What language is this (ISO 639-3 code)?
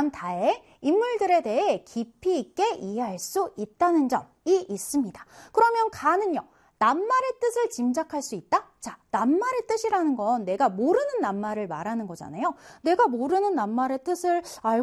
kor